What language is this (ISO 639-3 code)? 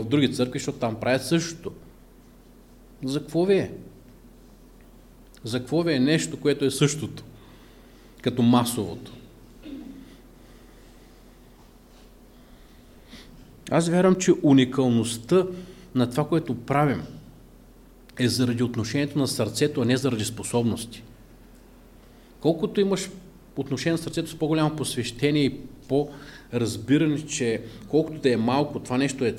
bul